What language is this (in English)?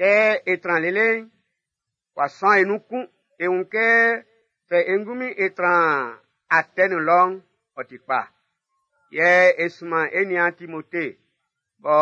Baoulé